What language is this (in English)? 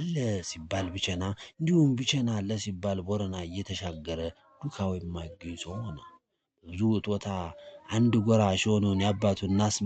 Amharic